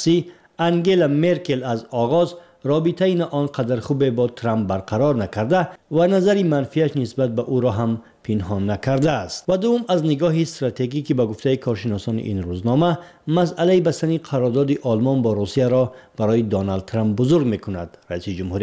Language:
Tajik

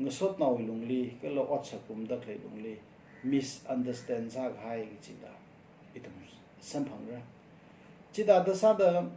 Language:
Tangkhul Naga (India)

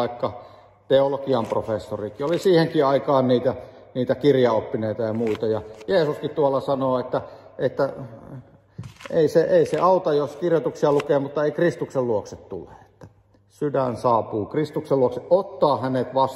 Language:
Finnish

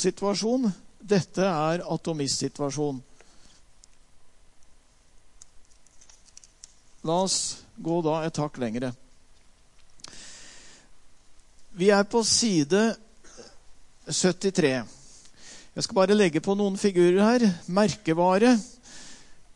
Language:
Norwegian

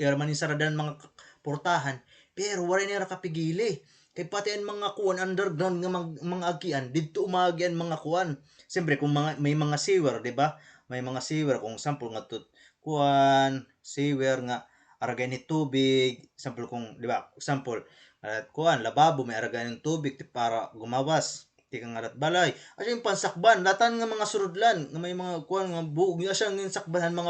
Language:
Waray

